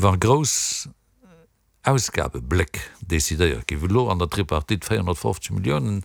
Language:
Luxembourgish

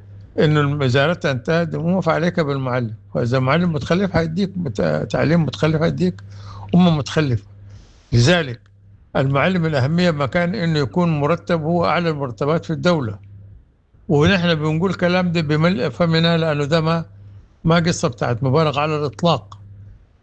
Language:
Sudanese Arabic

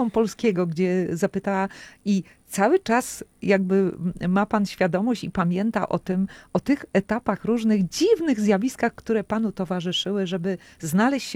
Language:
Polish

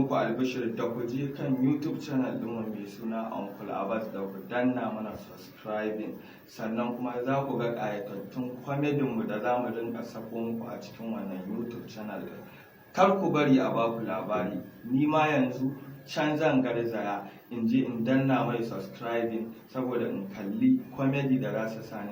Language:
Hausa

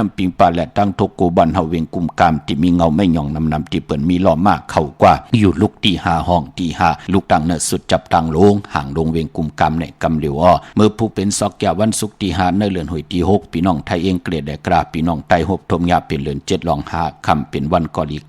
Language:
Shan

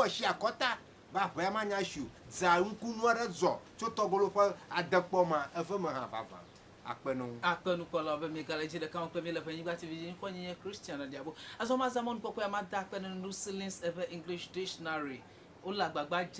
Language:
Ewe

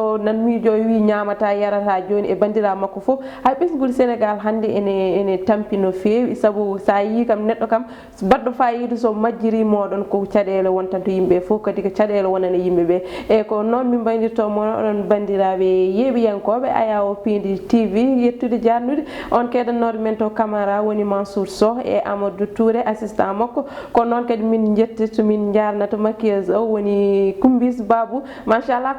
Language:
Fula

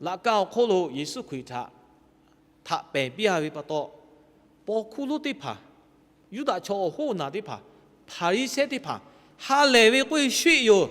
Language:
Lahu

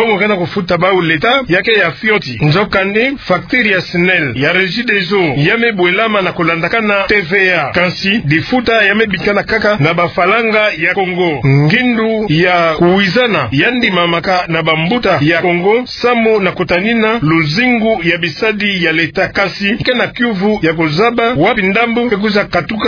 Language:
Kituba (Democratic Republic of Congo)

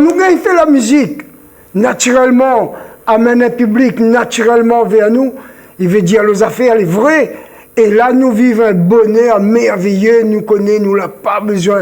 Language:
Réunion Creole French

